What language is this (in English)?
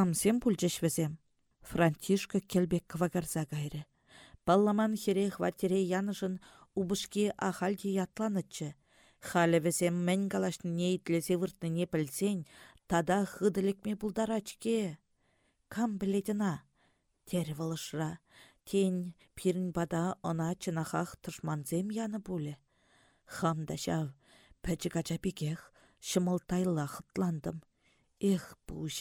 Chuvash